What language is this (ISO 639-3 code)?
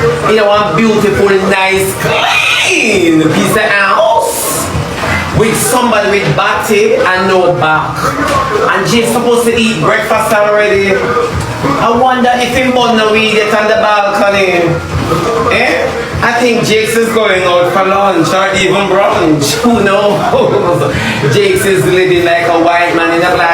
jam